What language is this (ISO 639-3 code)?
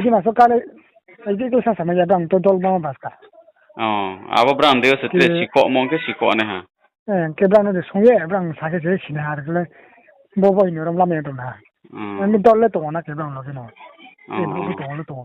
ria